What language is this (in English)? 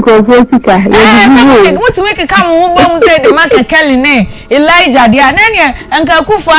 Akan